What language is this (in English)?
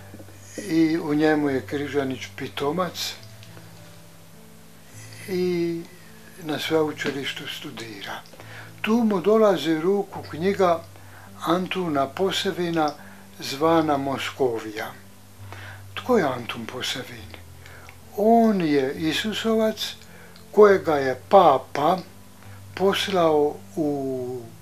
Croatian